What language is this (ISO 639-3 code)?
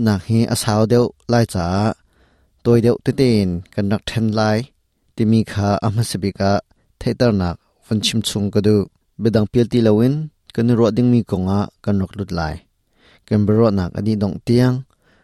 cnh